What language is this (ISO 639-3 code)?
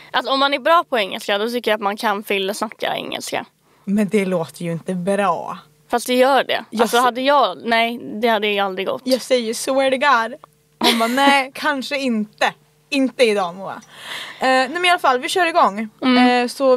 swe